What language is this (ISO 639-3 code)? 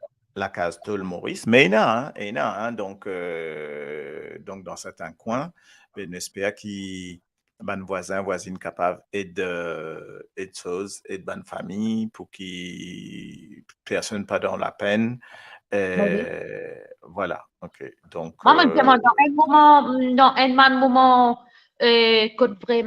mfe